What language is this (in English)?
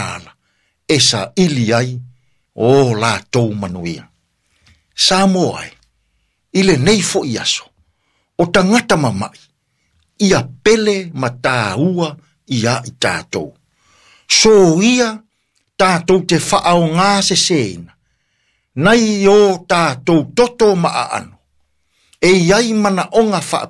Samoan